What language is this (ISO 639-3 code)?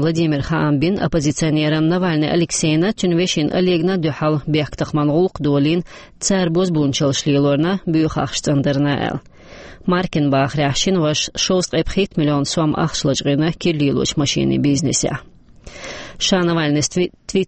che